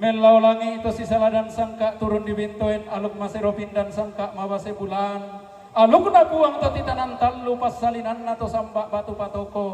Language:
Toraja-Sa'dan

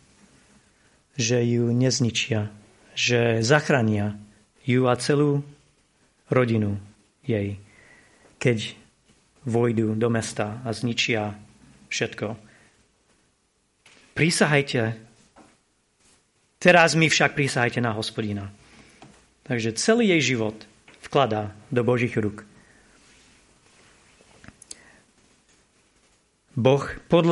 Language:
Slovak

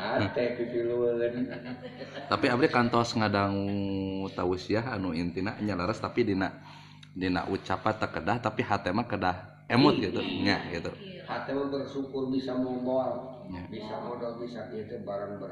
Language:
Sundanese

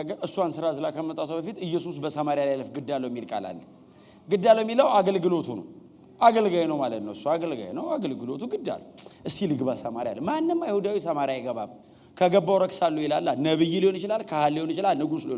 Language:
Amharic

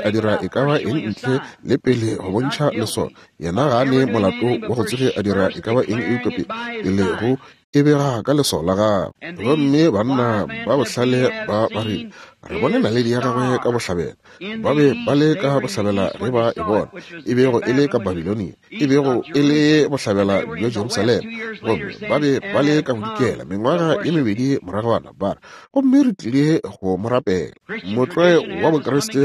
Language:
Northern Sotho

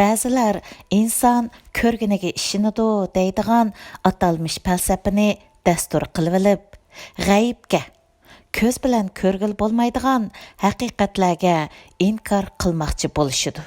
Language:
Uyghur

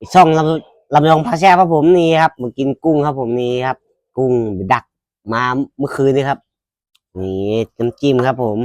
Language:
Northeastern Thai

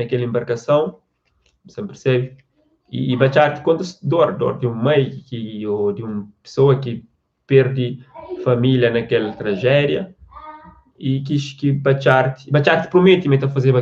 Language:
Kabuverdianu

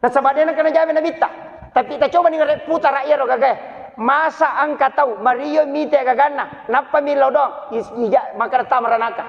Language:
Buginese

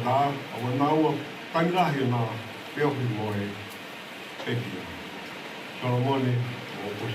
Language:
Tongan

